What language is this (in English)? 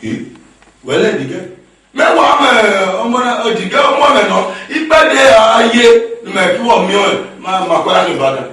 Esan